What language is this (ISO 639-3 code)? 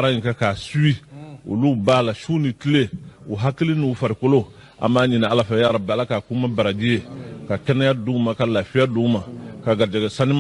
bam